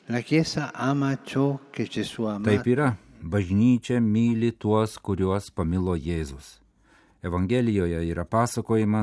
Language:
Lithuanian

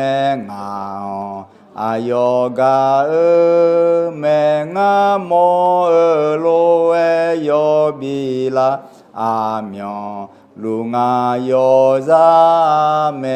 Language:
Akha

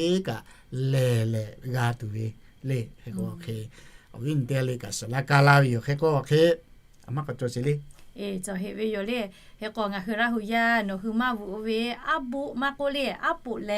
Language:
Lahu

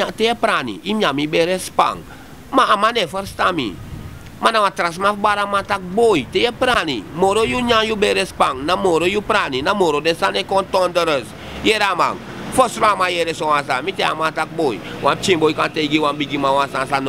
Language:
Sranan Tongo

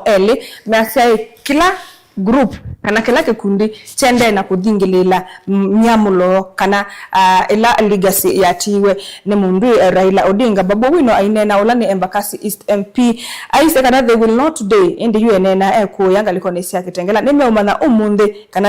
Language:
Kamba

